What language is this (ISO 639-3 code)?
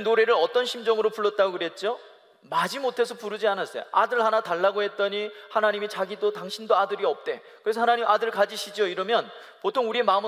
kor